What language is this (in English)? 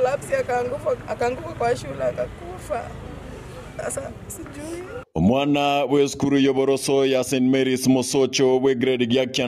Gusii